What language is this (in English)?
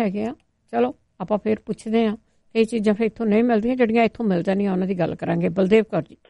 Punjabi